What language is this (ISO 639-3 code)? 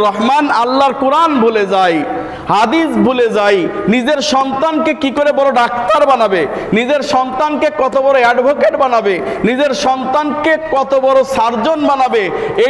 ben